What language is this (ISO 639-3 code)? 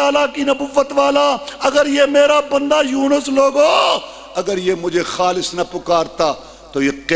urd